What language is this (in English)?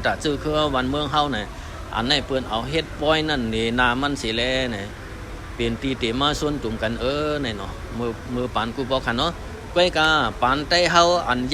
Shan